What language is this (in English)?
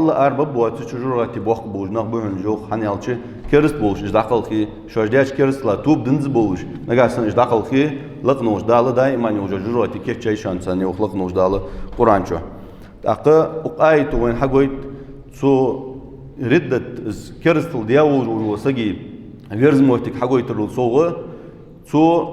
Ingush